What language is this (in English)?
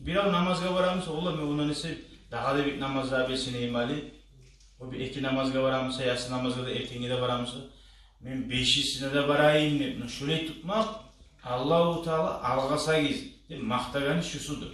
Kumyk